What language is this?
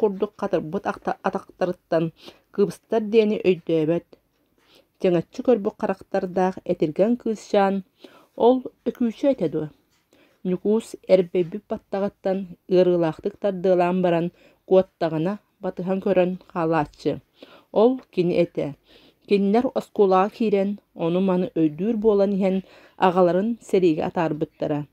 Yakut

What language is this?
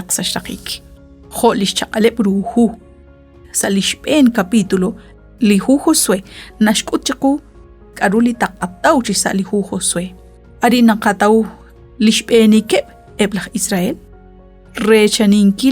Kekchí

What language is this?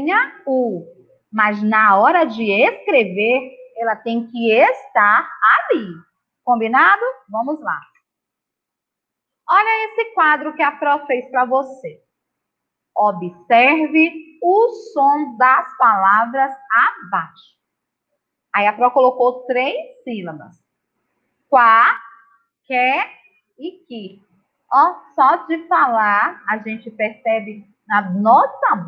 Portuguese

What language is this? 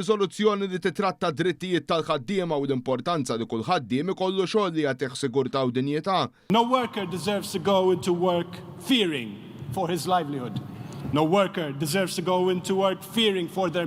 Maltese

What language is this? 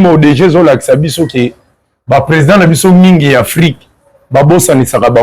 Lingala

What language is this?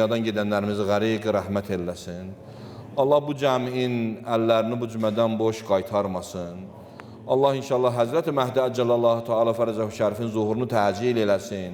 Azerbaijani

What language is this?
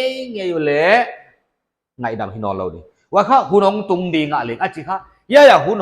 Paite Chin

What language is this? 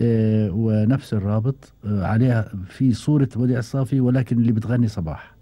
Gulf Arabic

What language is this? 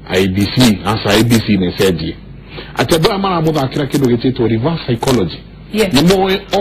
Kikuyu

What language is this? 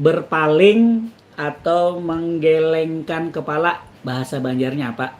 Banjar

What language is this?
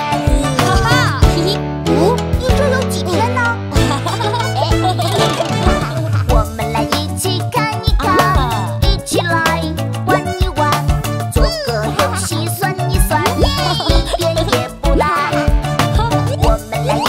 Chinese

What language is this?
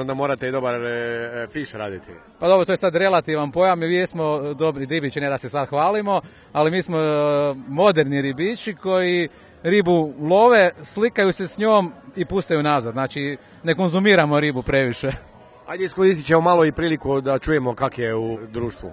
Croatian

